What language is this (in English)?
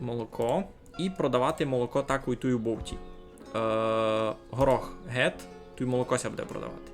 Rusyn